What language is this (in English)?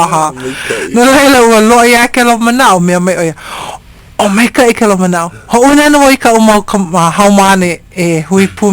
Hawaiian